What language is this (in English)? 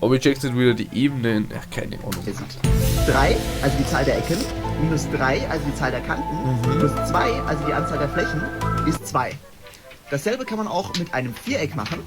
Bavarian